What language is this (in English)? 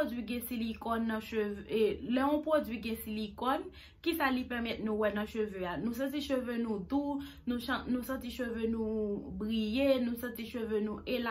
Haitian Creole